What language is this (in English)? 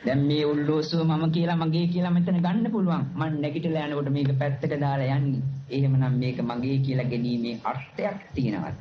Sinhala